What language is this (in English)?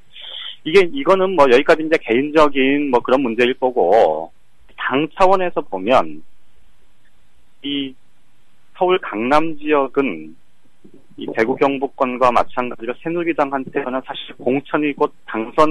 Korean